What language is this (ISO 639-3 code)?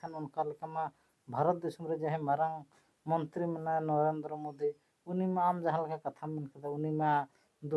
sat